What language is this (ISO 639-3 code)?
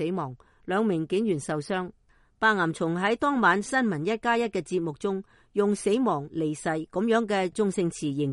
yue